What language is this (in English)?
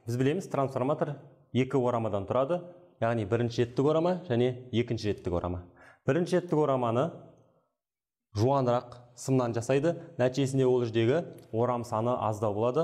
Kazakh